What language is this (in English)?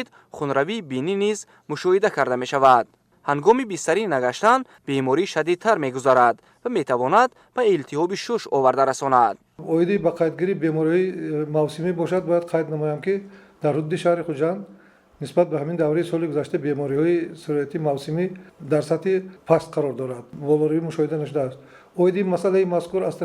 Tajik